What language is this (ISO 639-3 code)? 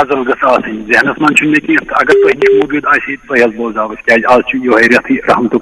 kas